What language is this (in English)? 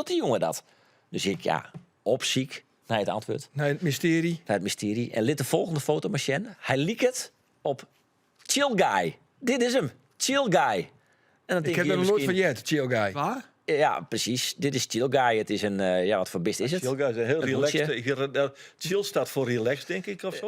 Western Frisian